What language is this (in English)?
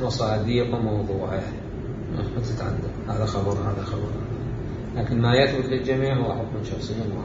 Mesopotamian Arabic